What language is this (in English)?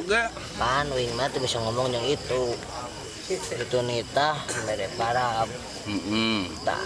Sundanese